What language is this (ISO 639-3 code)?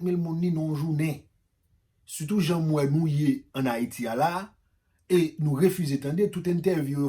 hat